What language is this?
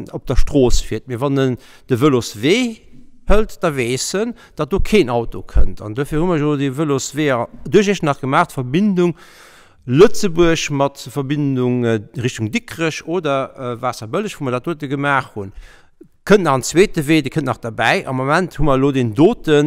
Luxembourgish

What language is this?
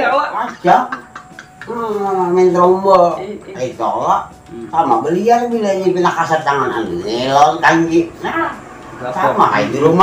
Banjar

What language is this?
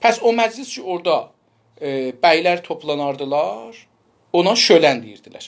South Azerbaijani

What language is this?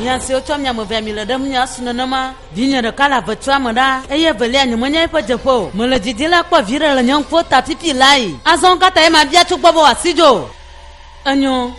Ewe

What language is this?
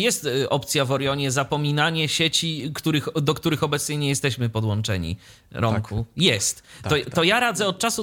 Polish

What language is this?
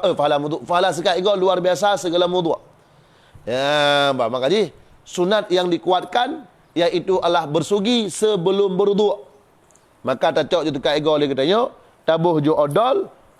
Achinese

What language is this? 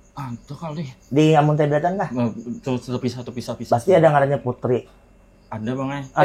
Banjar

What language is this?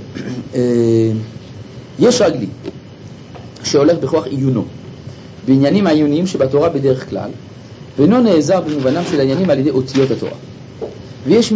Hebrew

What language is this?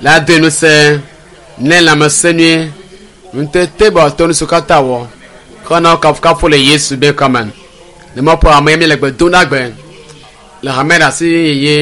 Ewe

